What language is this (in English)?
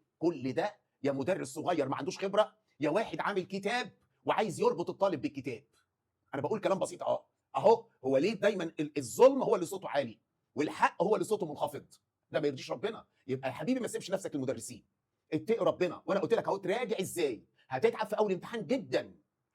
Egyptian Arabic